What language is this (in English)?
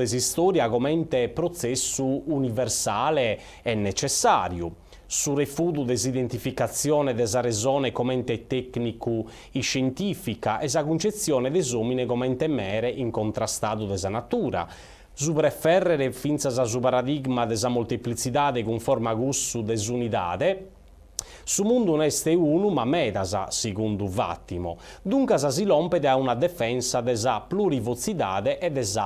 Sardinian